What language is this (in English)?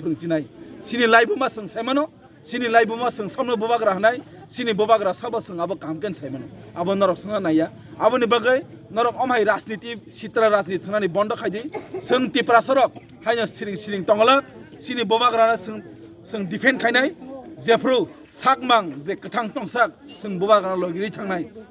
Kok Borok